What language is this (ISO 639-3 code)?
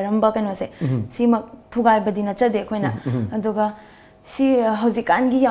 mni